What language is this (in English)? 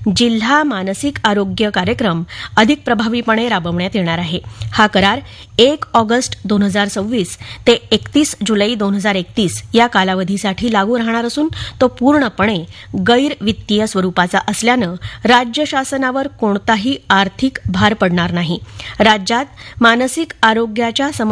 Marathi